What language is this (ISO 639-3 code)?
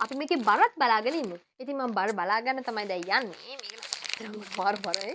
sin